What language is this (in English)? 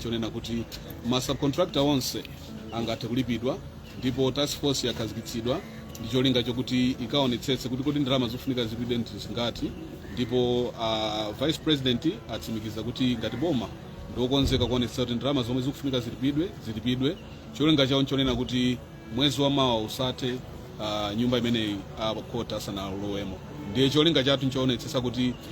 Nyanja